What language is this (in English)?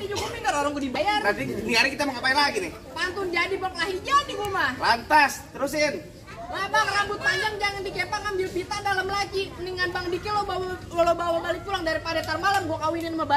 Betawi